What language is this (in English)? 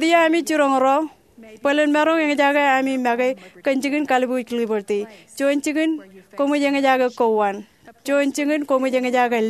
Marshallese